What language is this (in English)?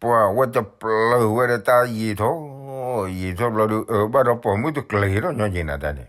S'gaw Karen